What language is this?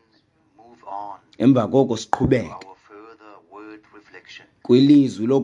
Xhosa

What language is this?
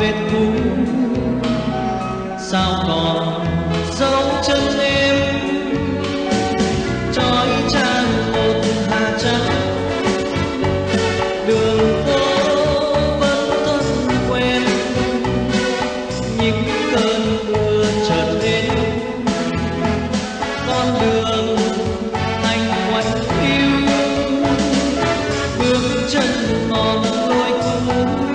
Vietnamese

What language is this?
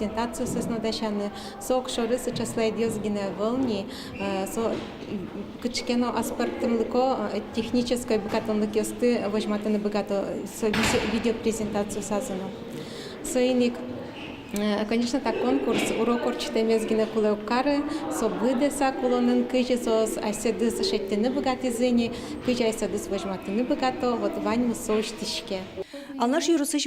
Udmurt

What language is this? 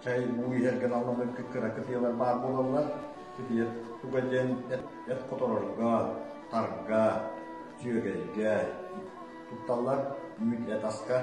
Yakut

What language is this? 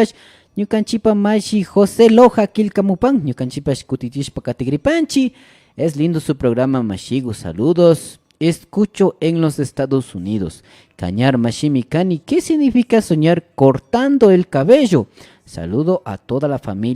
Imbabura Highland Quichua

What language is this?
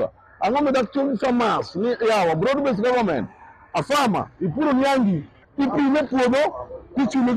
Luo (Kenya and Tanzania)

